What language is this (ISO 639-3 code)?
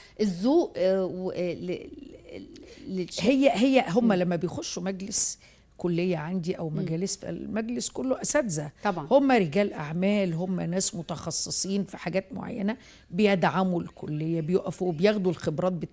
arz